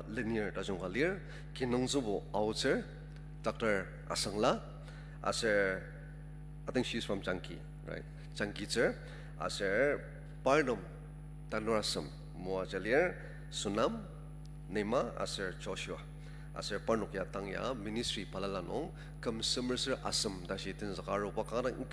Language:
Ao Naga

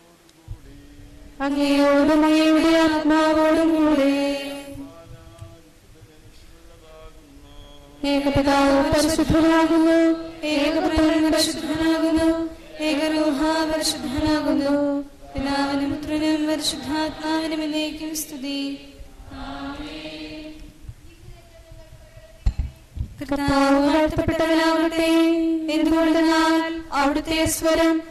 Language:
Malayalam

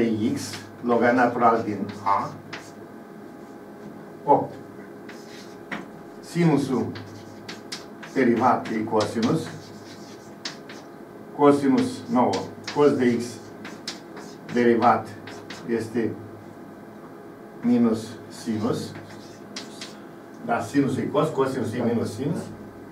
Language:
Romanian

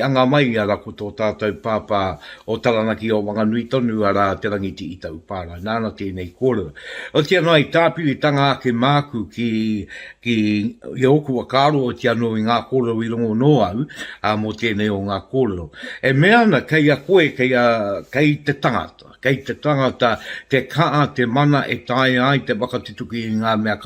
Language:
Māori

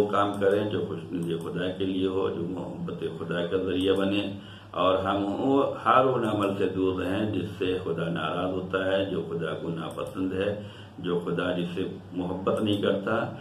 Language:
Urdu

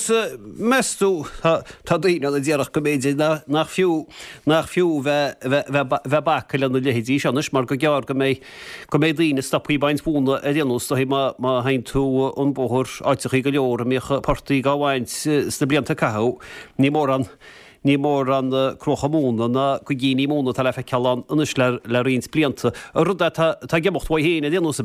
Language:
Irish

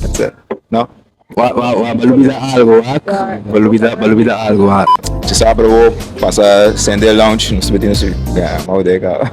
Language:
Papiamento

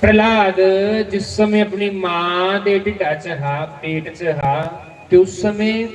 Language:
Dogri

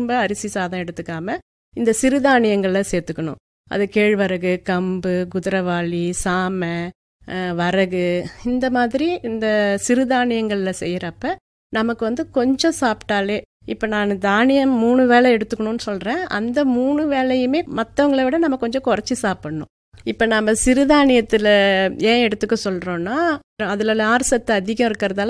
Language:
Tamil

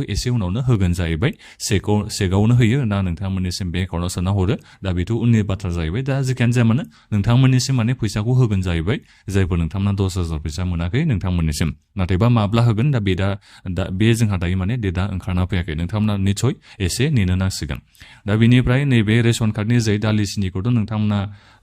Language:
Bodo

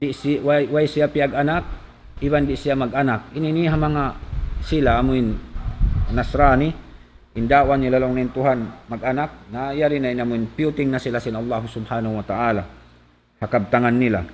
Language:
Tausug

